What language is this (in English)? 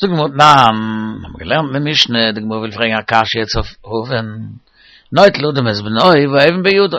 Yiddish